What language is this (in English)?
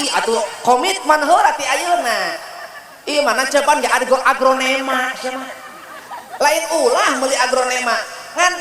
Sundanese